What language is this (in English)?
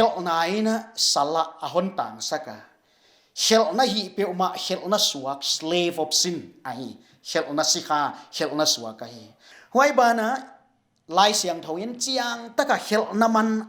Paite Chin